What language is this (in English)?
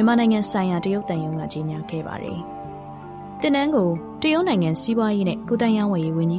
Burmese